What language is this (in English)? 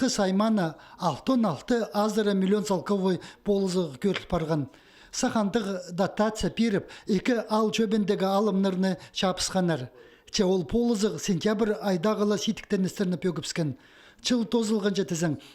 Khakas